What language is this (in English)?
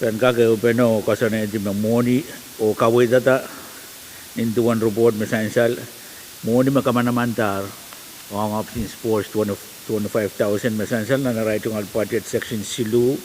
Pohnpeian